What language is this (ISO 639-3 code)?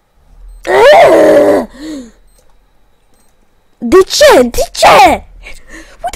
ron